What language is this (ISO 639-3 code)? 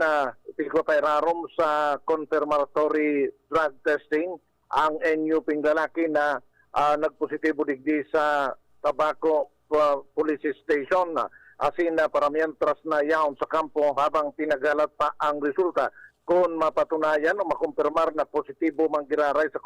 bik